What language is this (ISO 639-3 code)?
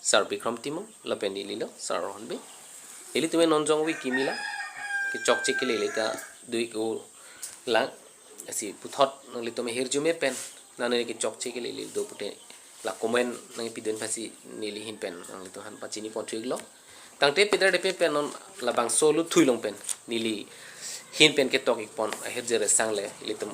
mjw